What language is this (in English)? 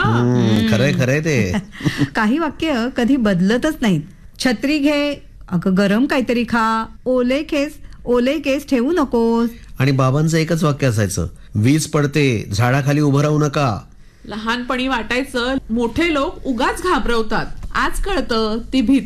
Marathi